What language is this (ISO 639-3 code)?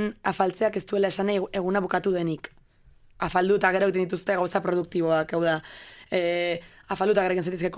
eus